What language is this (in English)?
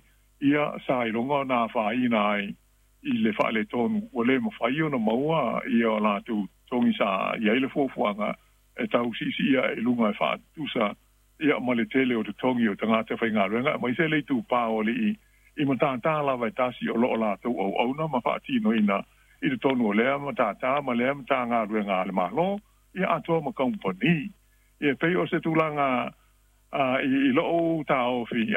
Samoan